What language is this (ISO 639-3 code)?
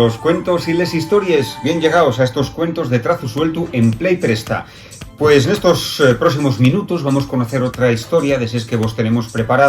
ast